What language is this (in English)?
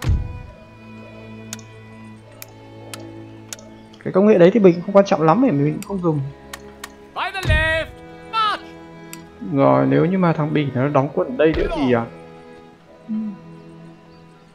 Vietnamese